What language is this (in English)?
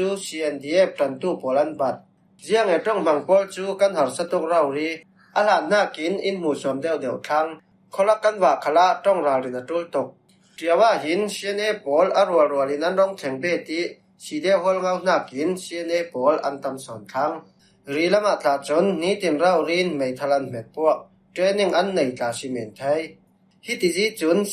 Falam Chin